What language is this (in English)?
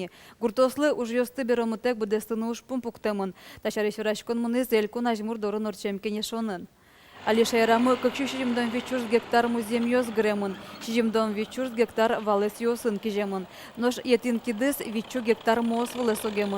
Udmurt